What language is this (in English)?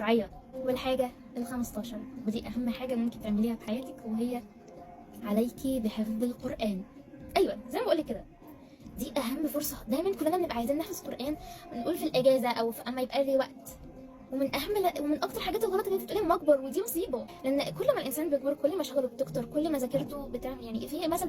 Egyptian Arabic